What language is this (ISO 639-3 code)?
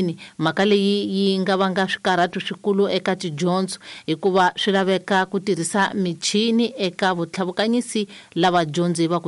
tso